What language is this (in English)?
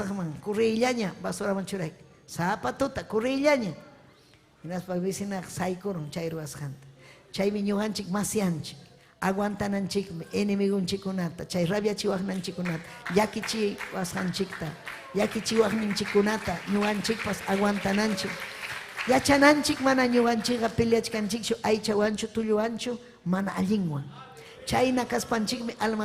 Ayacucho Quechua